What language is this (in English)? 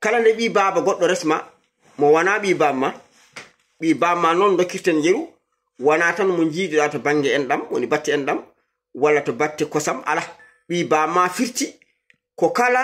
Fula